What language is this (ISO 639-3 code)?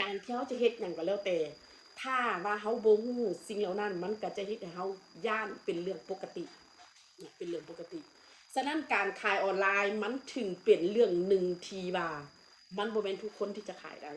tts